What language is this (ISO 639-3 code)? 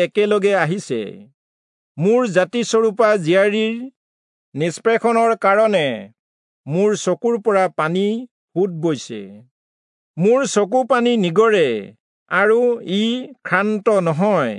asm